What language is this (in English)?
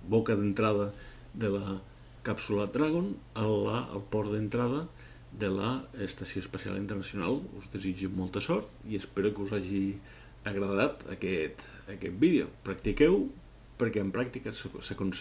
Catalan